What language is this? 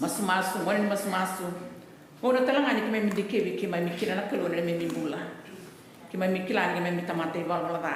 Fijian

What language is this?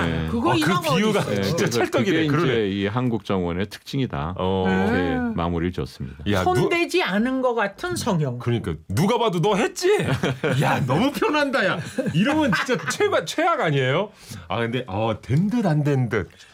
Korean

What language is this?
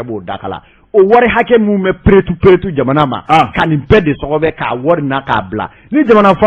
Bambara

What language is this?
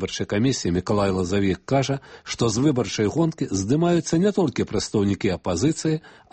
Belarusian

